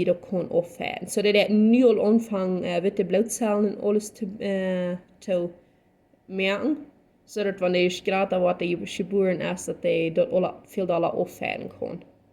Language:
Plautdietsch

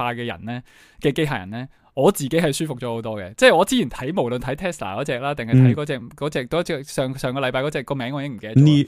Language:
Cantonese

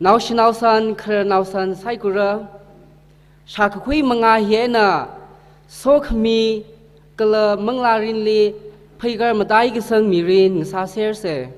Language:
Tangkhul Naga (India)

